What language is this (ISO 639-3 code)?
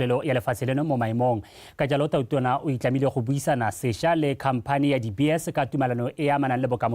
tsn